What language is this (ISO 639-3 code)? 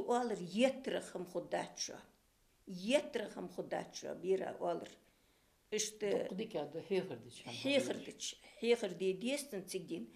inh